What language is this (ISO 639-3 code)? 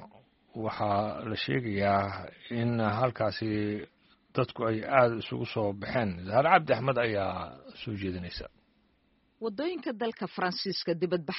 som